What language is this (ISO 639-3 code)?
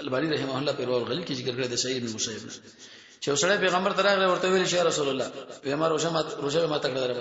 pus